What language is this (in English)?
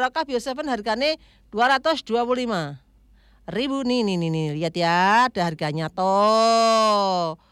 Indonesian